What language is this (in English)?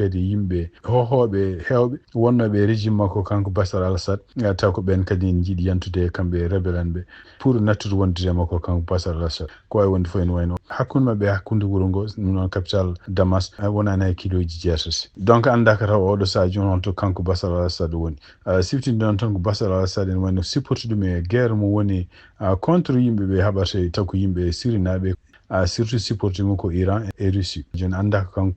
Fula